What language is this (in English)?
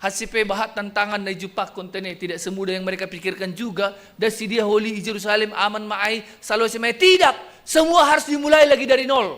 Batak Simalungun